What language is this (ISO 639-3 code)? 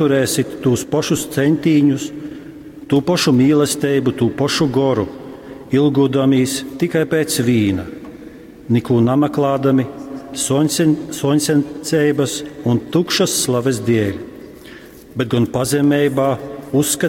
ltg